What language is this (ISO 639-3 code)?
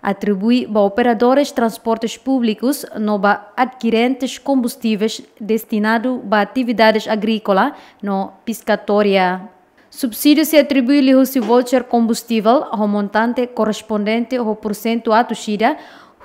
tet